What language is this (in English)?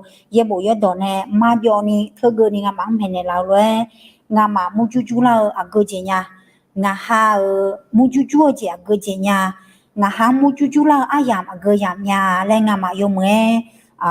Akha